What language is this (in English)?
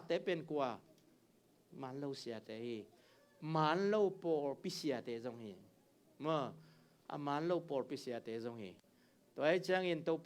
Tedim Chin